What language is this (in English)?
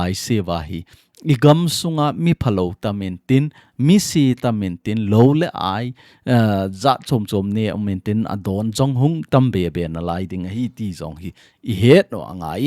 Thado Chin